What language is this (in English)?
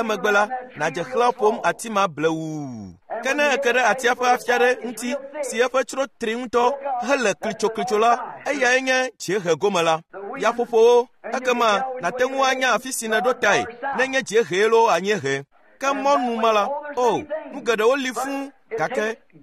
Ewe